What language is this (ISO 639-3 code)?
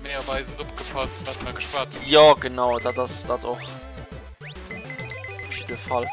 ltz